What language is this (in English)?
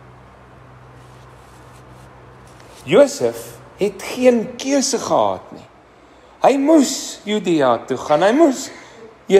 Afrikaans